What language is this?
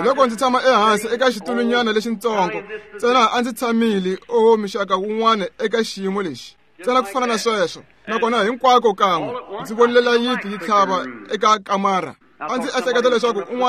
Tsonga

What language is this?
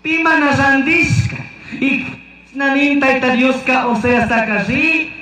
Chimborazo Highland Quichua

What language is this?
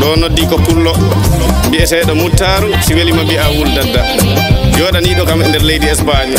Fula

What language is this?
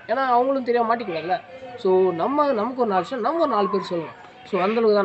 Tamil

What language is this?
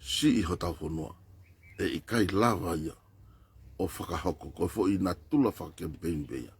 Tongan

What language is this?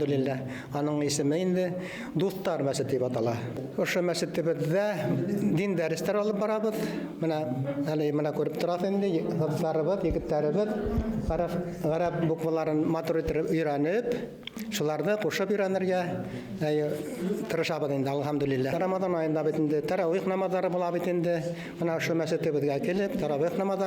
Bashkir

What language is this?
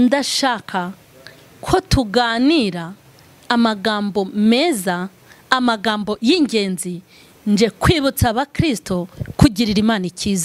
Kinyarwanda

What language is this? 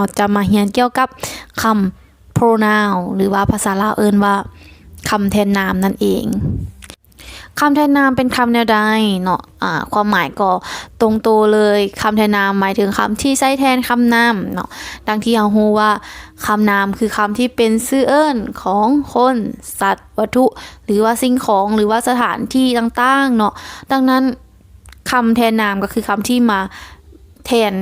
Lao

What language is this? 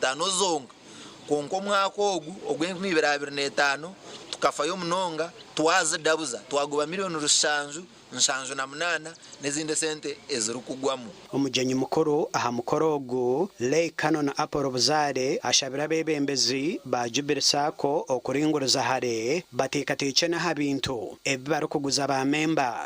Nyankole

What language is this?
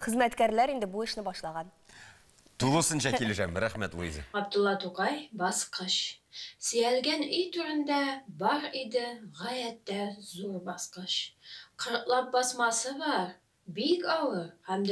Tatar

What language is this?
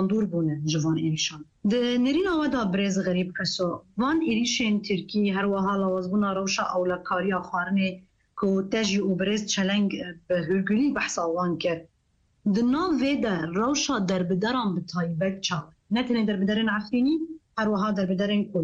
Kurdish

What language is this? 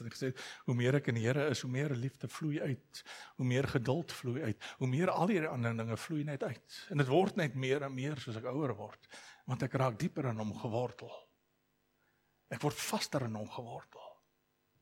Afrikaans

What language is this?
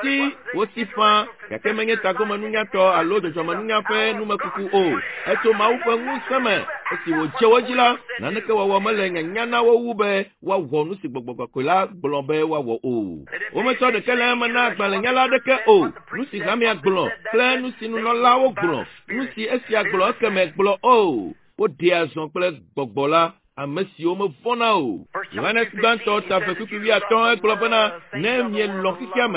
Ewe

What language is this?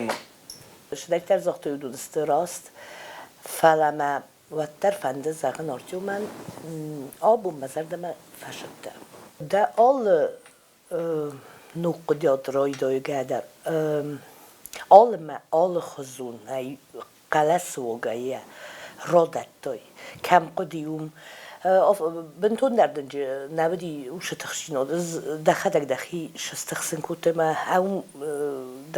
Ossetic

